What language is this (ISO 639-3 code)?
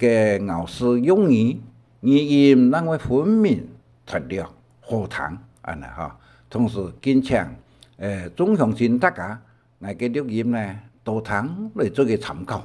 hak